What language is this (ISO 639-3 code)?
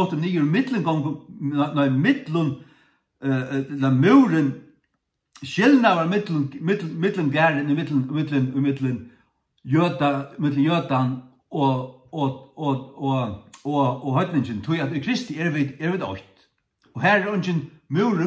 fao